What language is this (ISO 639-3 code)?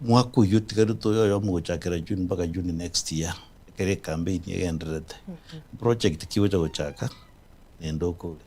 guz